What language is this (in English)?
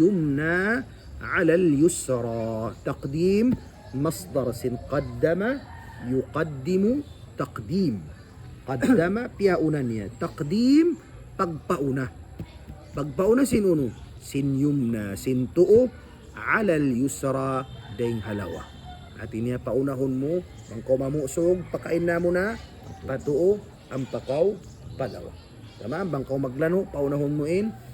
Tausug